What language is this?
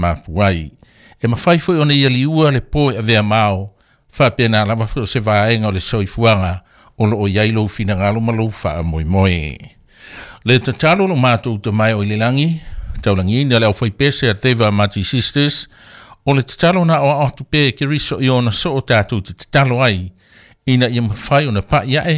Samoan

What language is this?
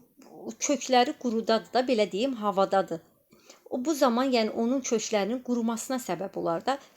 Azerbaijani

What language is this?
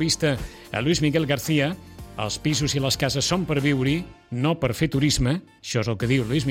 Catalan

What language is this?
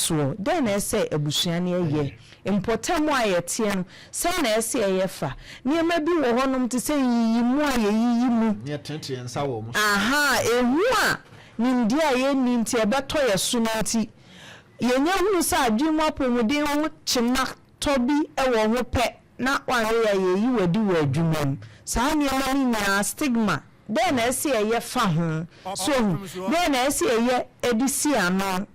Akan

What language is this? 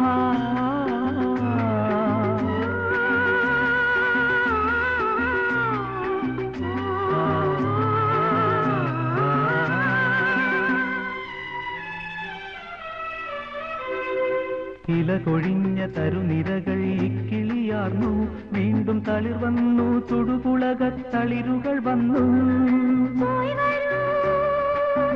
Malayalam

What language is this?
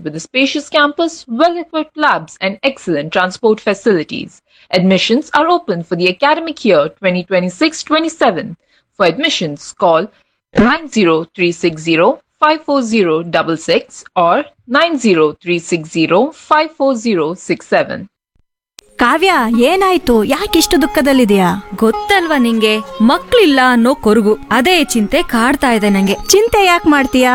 Kannada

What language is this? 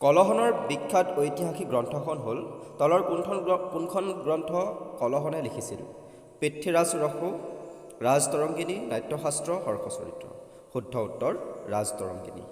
Assamese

